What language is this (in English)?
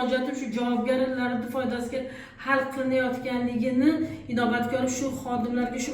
Uzbek